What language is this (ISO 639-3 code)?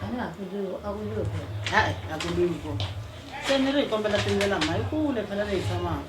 tso